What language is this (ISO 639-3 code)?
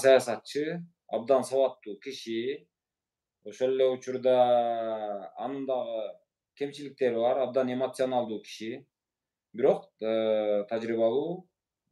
kir